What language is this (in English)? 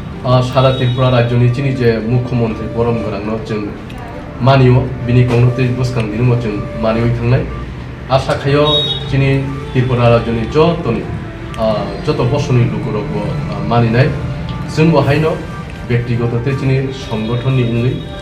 Kok Borok